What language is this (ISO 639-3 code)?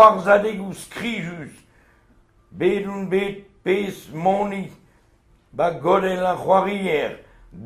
bre